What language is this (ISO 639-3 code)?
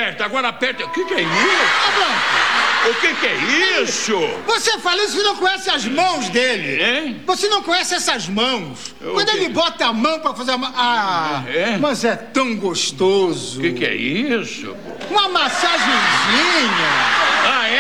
por